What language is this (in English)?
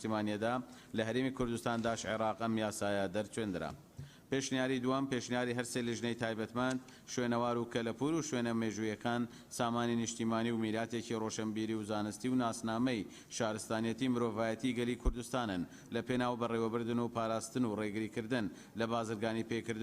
Central Kurdish